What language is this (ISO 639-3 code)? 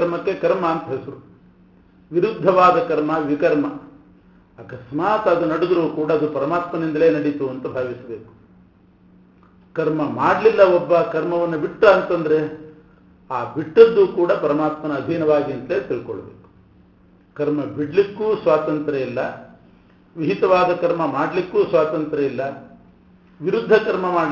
kan